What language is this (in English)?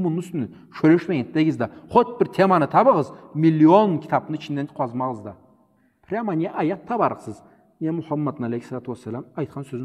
Karachay-Balkar